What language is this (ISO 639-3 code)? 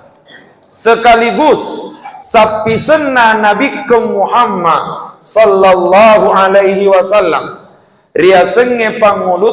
bug